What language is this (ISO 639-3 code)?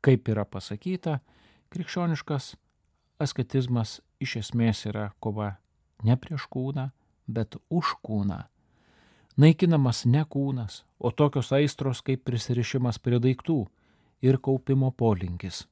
lit